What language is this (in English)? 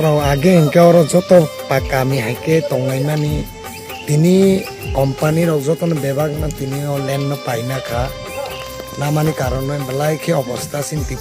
Kok Borok